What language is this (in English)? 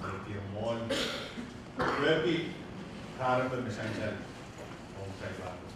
Pohnpeian